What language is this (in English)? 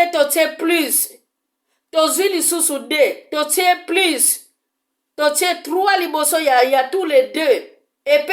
Lingala